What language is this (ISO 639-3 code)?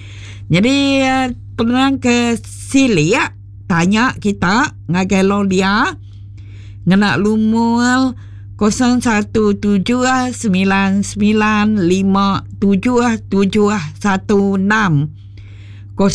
iba